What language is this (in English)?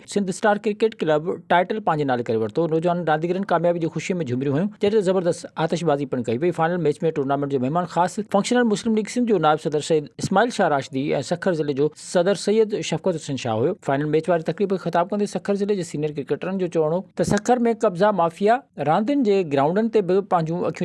Sindhi